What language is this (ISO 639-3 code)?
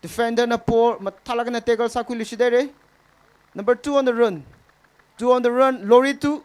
nmf